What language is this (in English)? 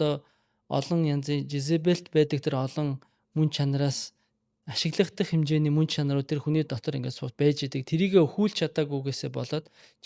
Mongolian